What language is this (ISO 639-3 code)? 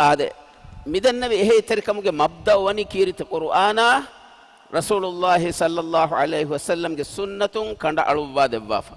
div